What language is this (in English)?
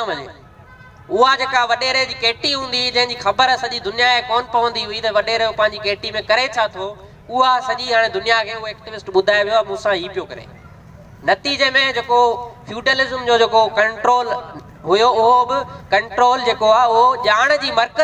Sindhi